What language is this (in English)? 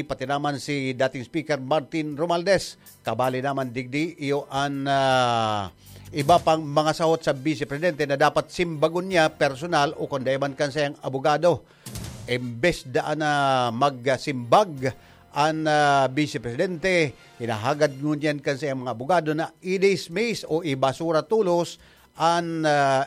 Bikol